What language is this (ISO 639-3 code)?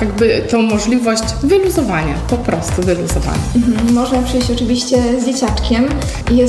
pol